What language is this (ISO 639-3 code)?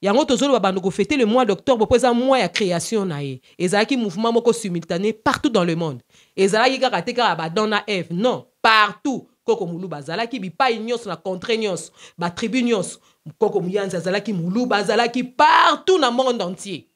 lin